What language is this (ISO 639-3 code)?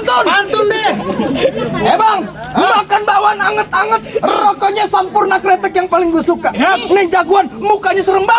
bew